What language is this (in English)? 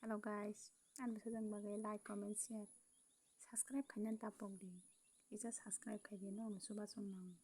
Kok Borok